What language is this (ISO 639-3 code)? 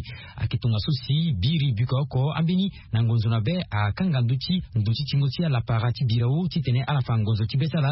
sag